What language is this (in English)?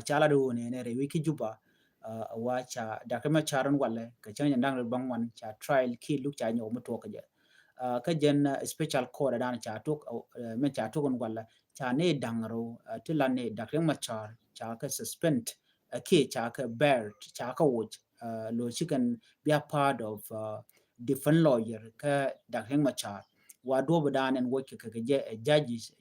Nuer